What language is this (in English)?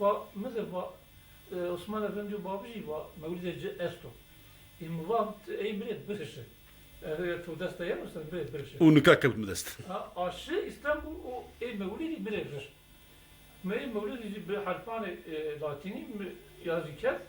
Zaza